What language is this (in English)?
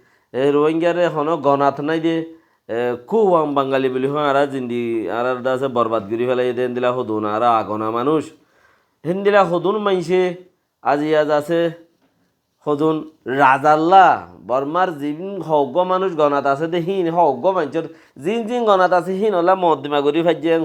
Rohingya